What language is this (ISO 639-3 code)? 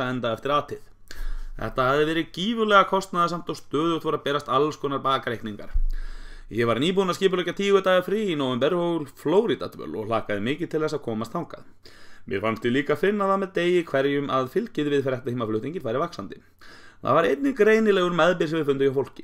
isl